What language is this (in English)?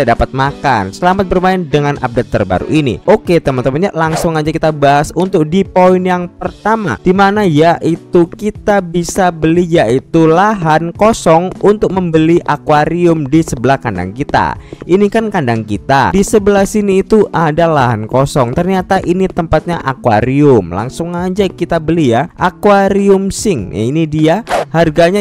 Indonesian